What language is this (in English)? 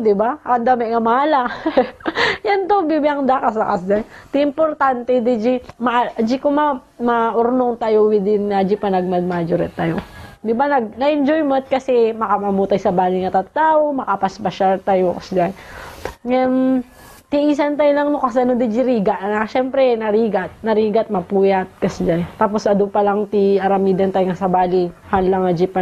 Iloko